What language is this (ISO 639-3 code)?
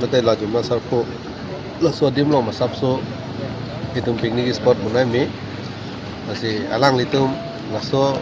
mjw